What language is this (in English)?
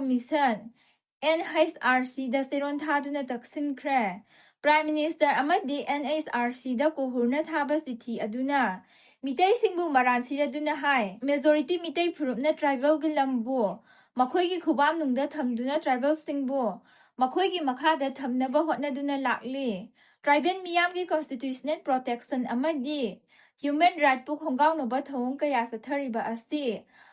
Manipuri